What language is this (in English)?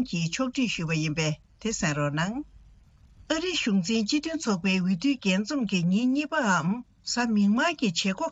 Tibetan